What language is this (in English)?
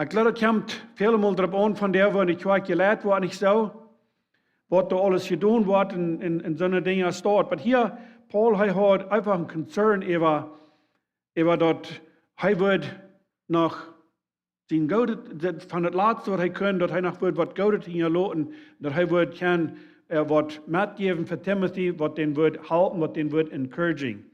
Plautdietsch